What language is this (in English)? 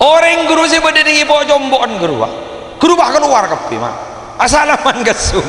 Madurese